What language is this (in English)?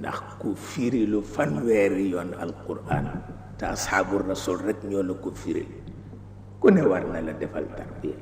Wolof